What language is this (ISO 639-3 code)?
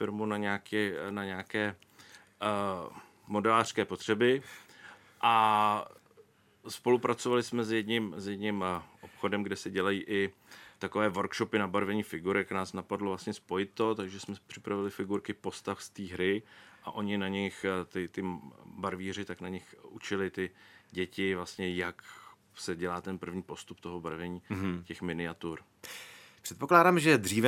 ces